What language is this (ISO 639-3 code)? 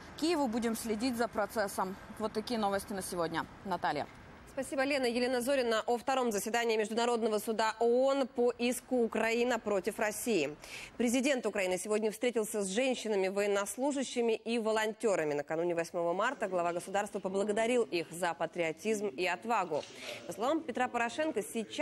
rus